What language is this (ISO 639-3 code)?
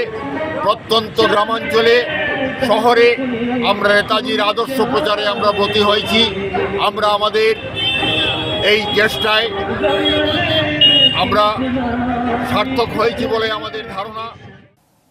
ben